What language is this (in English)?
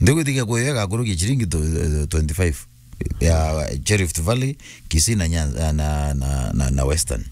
Meru